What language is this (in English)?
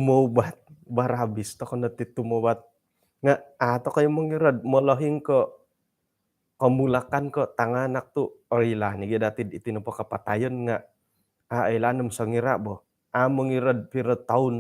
Central Dusun